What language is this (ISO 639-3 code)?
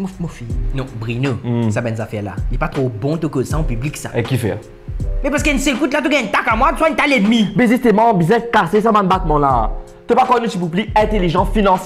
mfe